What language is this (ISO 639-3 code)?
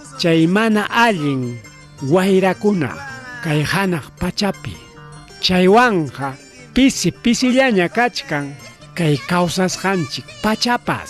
quy